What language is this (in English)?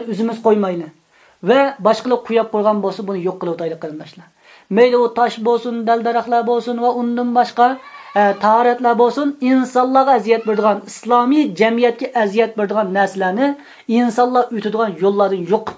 Uyghur